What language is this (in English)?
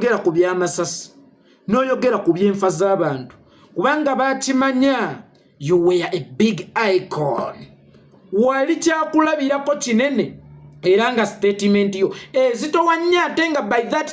Ganda